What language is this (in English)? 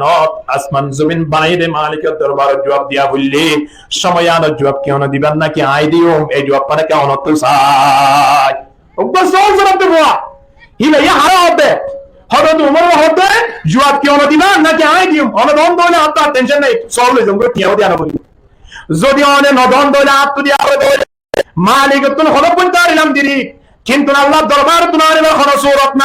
Rohingya